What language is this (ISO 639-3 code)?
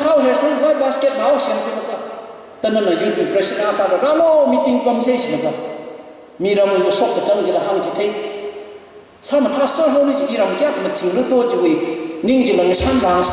nmf